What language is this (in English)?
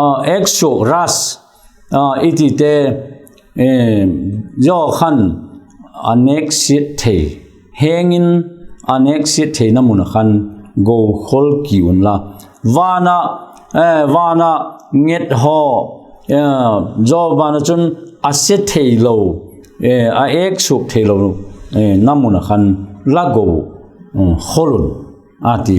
Vaiphei